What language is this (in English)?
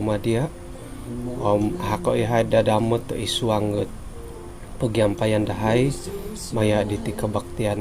Central Dusun